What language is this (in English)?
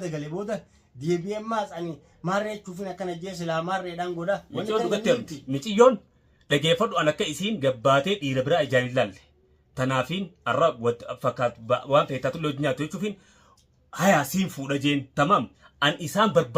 Oromo